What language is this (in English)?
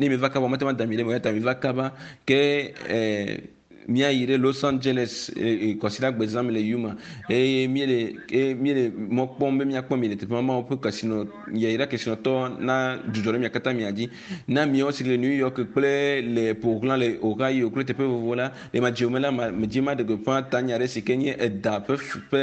Ewe